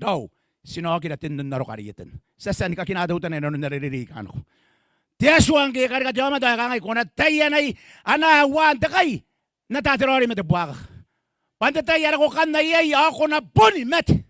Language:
Gilbertese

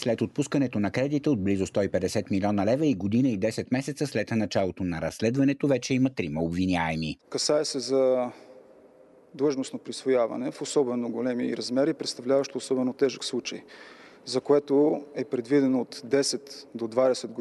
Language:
Bulgarian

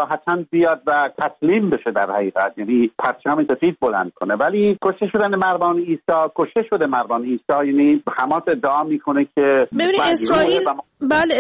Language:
Persian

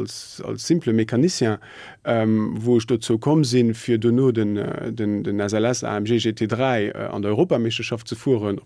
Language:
Luxembourgish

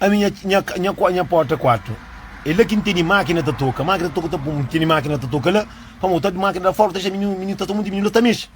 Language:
Kabuverdianu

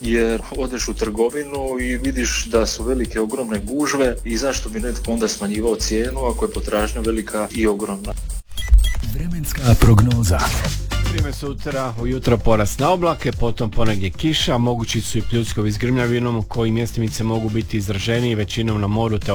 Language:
Croatian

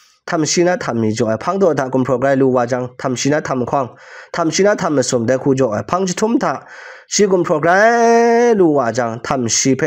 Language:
Kachin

